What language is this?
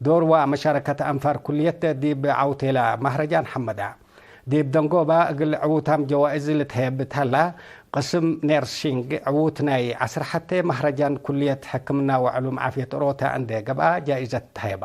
Tigre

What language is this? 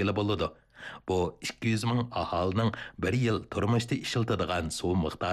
Uyghur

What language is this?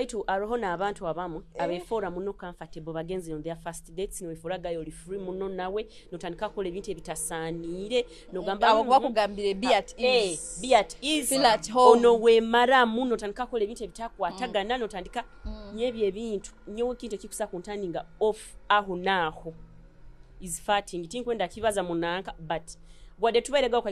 Nyoro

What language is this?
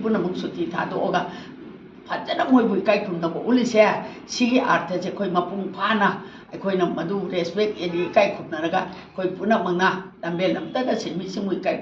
Manipuri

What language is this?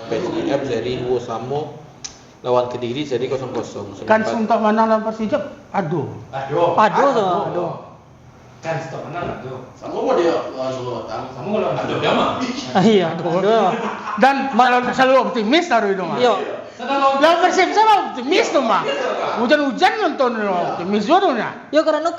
Minangkabau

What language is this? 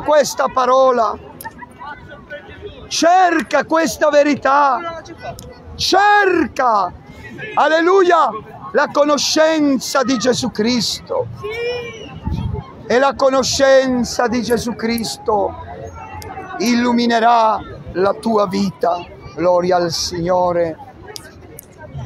Italian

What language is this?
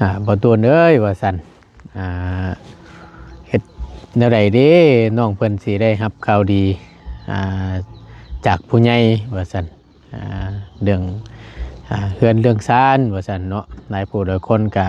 Lao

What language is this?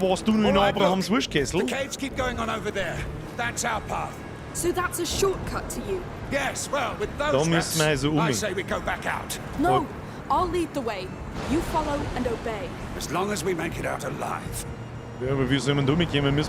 Bavarian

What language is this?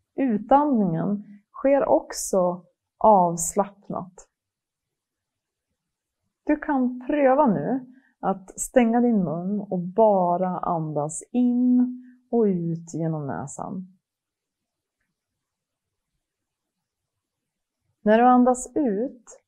Swedish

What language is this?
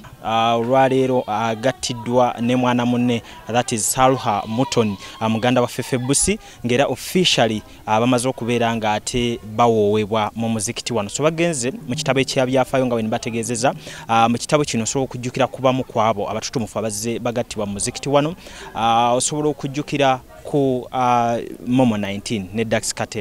Ganda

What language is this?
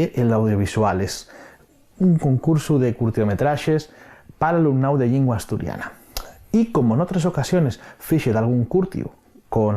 Asturian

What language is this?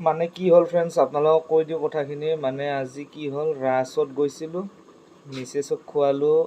Assamese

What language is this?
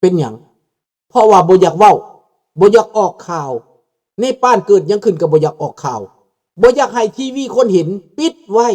Lao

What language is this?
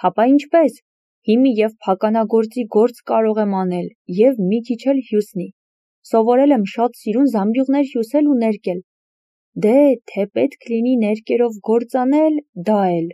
Armenian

